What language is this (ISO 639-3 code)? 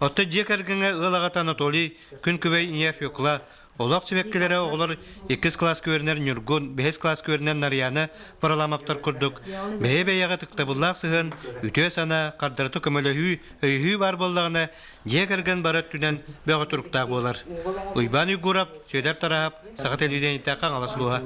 sah